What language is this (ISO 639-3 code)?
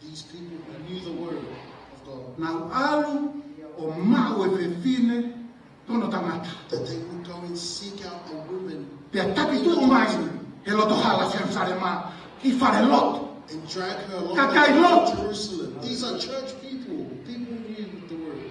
ton